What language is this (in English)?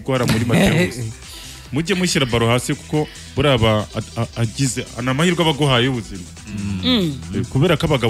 Kinyarwanda